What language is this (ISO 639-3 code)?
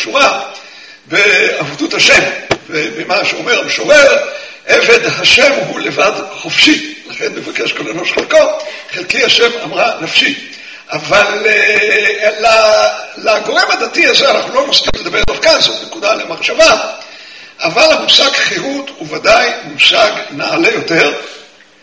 heb